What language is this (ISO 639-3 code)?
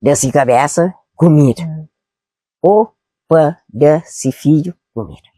kea